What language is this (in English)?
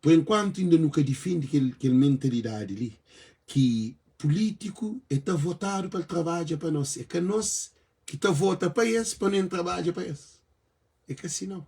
Kabuverdianu